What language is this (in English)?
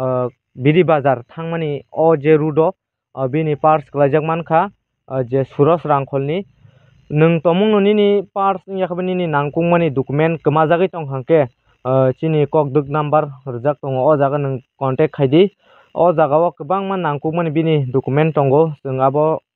Kok Borok